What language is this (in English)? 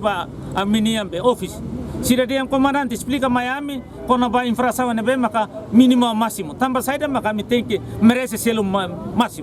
Tetum